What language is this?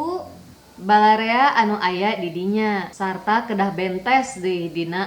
Sundanese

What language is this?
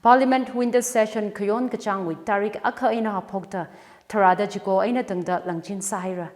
Tangkhul Naga (India)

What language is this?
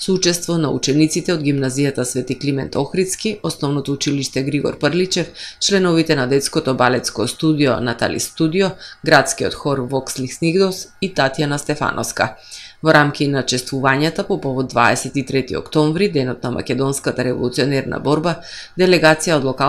Macedonian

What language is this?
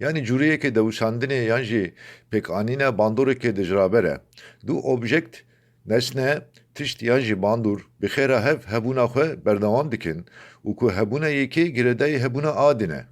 Kurdish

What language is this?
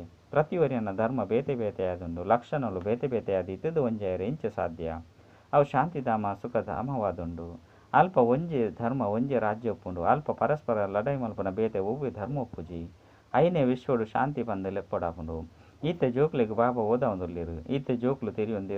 Tulu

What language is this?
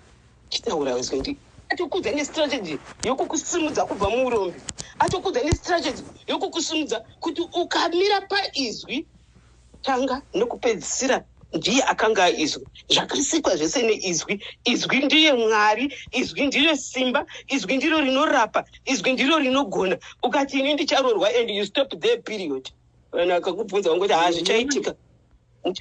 Shona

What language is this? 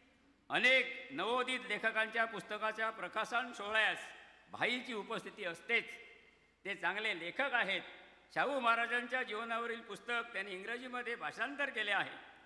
Marathi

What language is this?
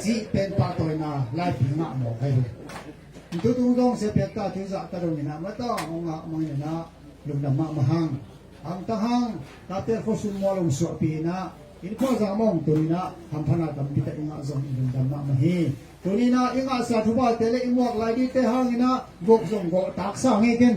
Tedim Chin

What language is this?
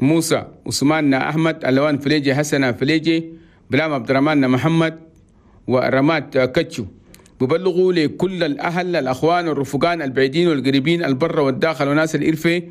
Chadian Arabic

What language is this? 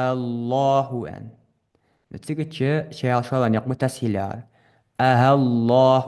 Ingush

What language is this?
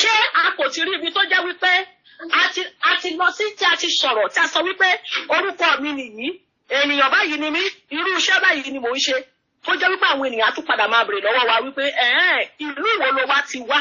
Yoruba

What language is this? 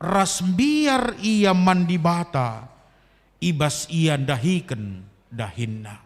Batak Karo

